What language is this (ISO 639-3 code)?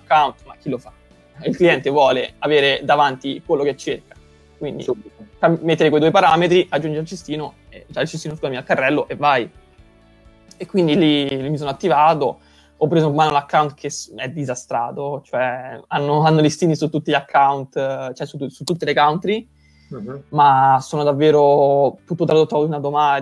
ita